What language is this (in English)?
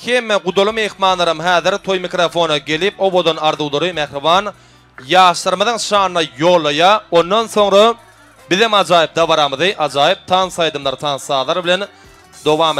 Turkmen